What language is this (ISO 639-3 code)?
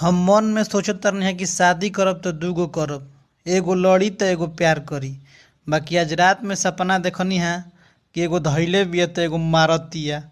bho